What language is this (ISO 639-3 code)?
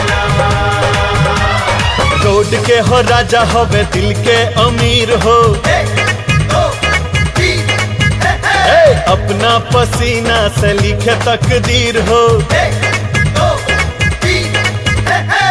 bho